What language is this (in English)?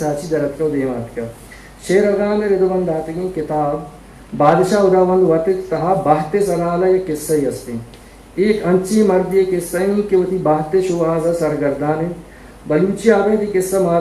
Eastern Balochi